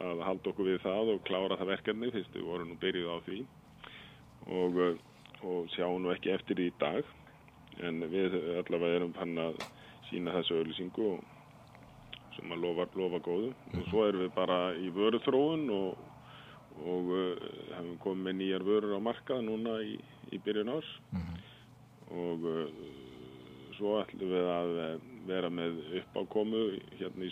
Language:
Icelandic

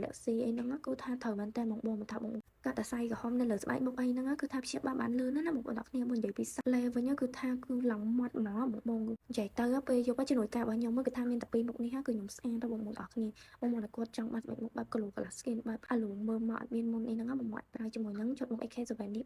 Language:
Khmer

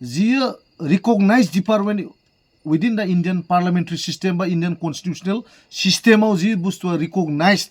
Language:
Bodo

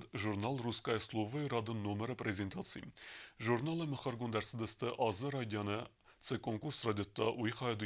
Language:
Ossetic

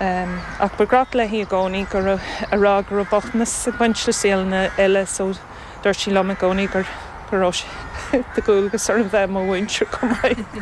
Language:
Irish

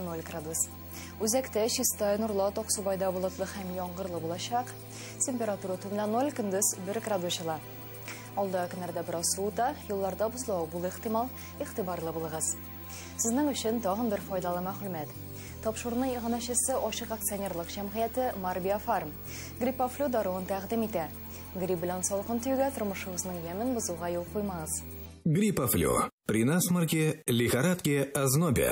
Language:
Tatar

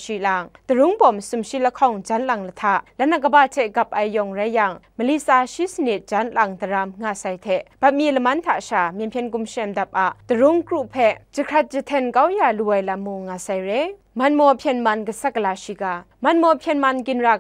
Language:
Kachin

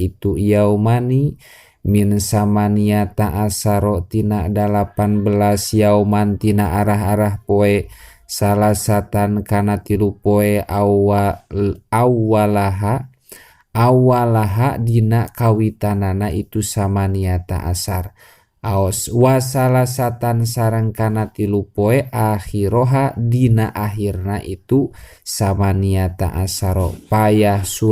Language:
Sundanese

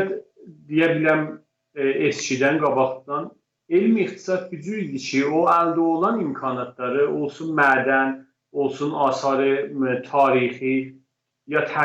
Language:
South Azerbaijani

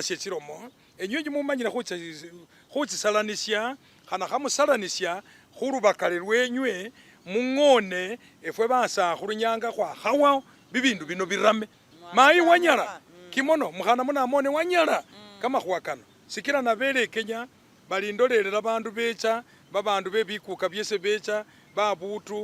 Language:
Masaaba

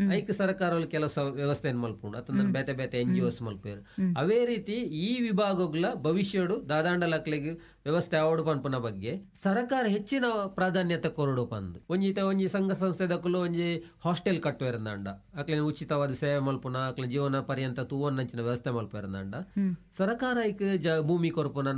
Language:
Tulu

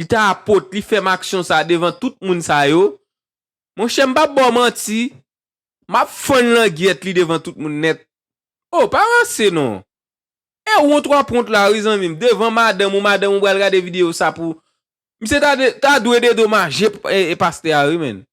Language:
Haitian Creole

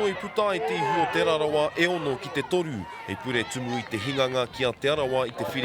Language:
Māori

